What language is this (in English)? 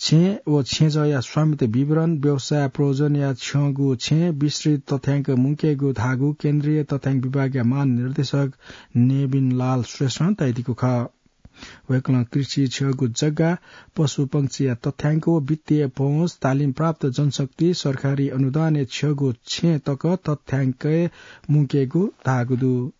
Newari